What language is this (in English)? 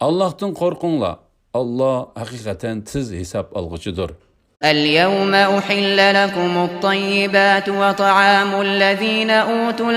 Uyghur